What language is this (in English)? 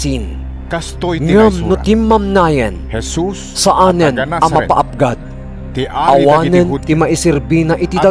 Iloko